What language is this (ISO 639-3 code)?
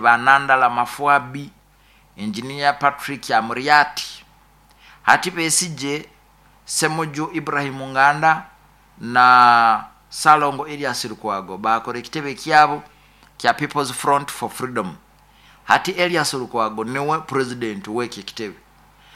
nyo